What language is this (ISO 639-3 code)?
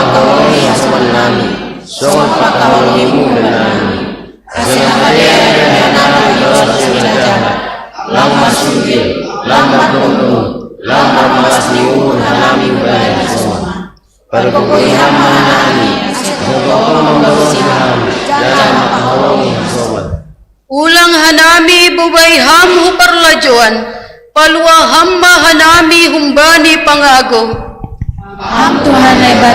bts